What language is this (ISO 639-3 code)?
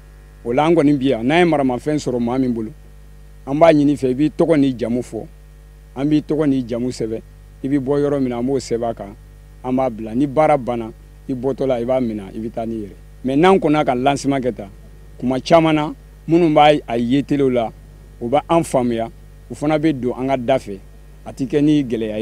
bam